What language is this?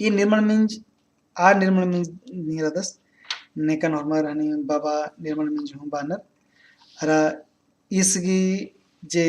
Kurukh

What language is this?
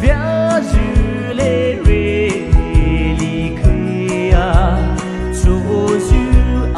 Poumei Naga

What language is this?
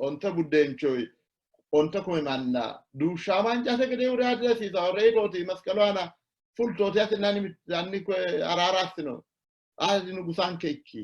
Sidamo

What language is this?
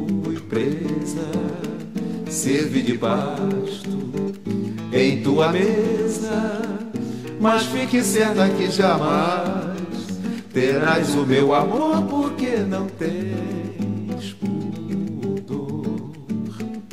Portuguese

